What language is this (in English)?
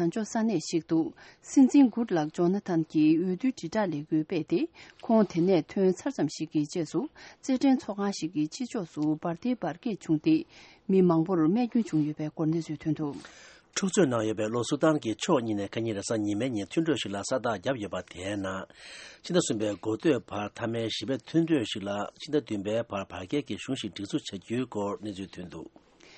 Tibetan